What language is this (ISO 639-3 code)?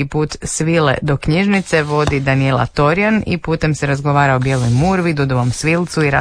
hrv